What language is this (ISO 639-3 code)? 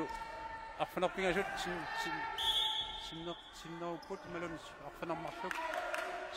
kal